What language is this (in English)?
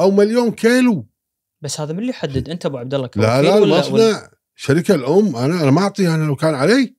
Gulf Arabic